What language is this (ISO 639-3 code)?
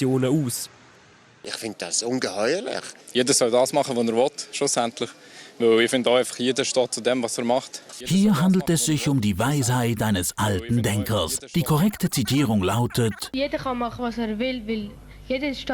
gsw